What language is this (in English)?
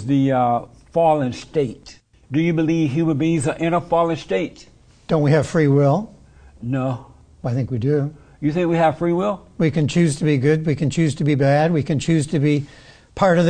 English